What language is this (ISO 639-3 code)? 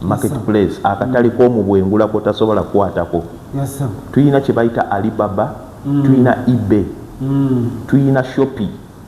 lug